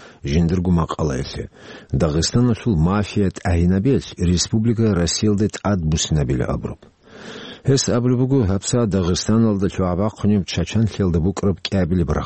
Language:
Avaric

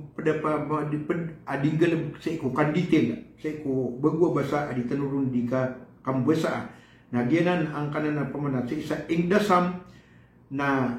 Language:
Maranao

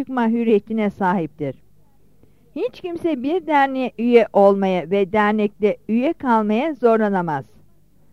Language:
Turkish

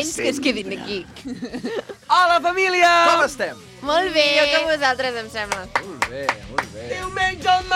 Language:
Catalan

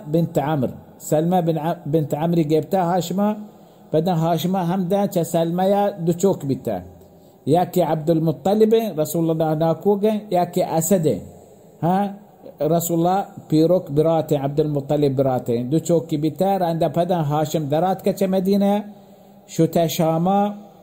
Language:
Baluchi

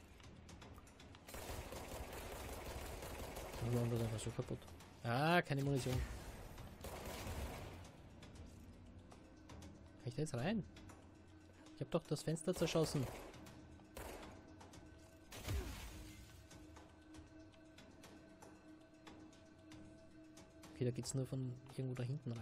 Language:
German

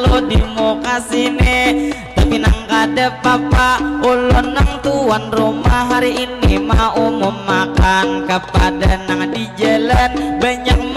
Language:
Banjar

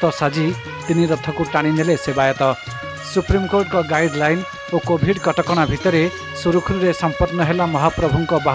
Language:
Odia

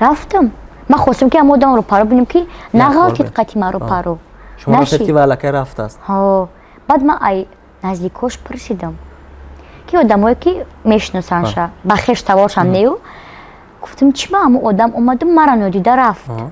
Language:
Tajik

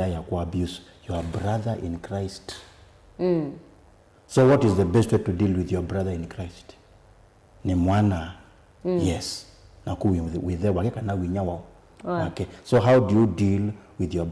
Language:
Kamba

